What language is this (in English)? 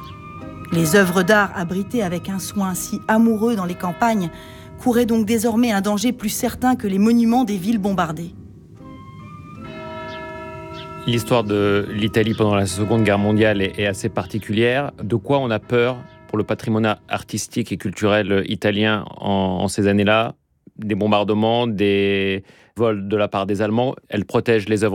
French